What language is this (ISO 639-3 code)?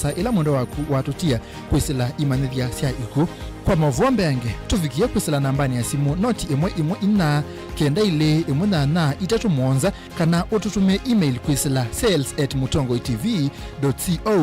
kam